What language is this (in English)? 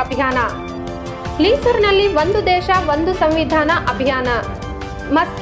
Kannada